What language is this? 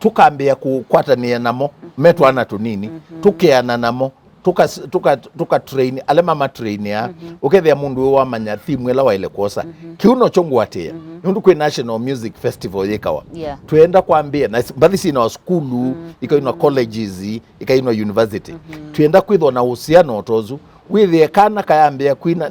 Kamba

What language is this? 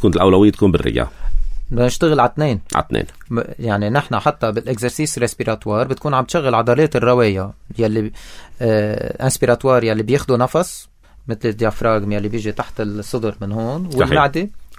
North Levantine Arabic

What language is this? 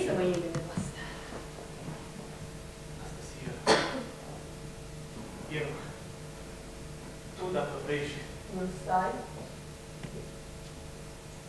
Romanian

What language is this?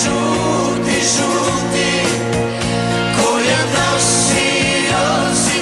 Croatian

